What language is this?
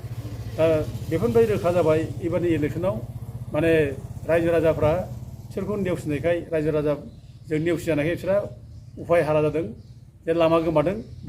Bodo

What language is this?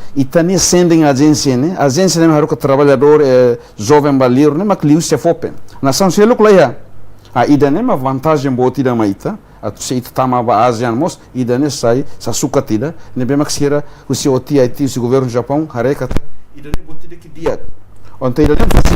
Tetum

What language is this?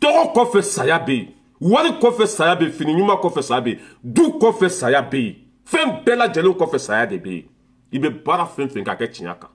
Bambara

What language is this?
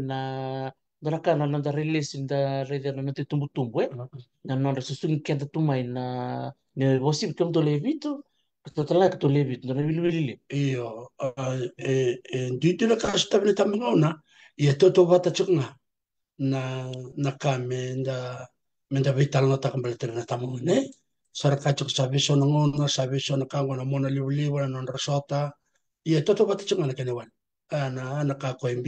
Fijian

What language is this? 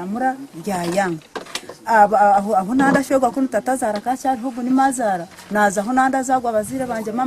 Nyankole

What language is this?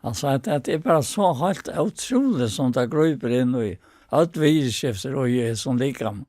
Faroese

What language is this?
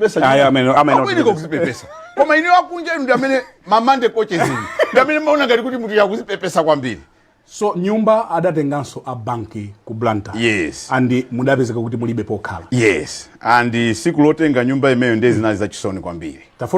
Nyanja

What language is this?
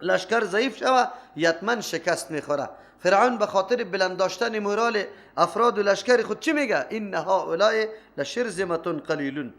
Persian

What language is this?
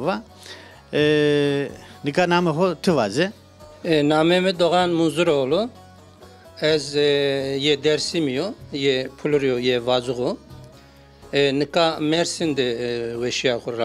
Zaza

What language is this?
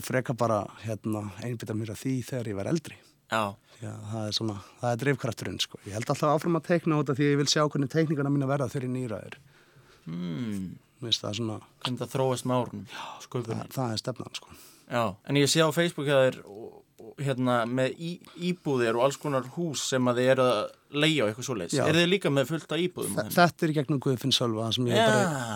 Icelandic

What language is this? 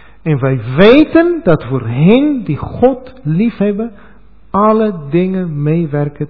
Dutch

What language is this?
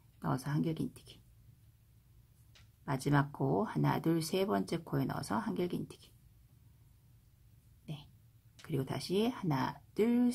Korean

